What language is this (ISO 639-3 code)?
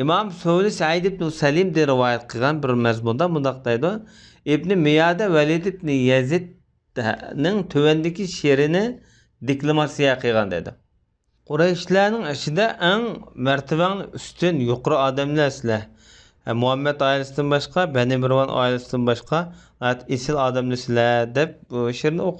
uig